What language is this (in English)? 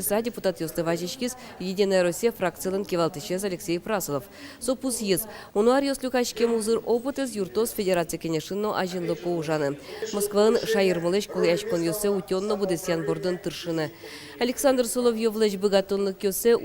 Udmurt